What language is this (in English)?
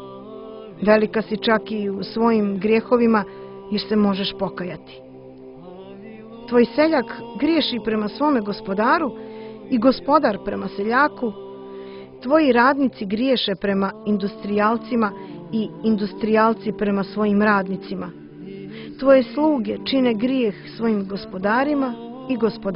Croatian